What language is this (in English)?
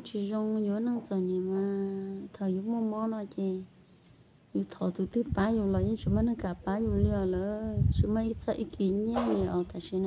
Hmong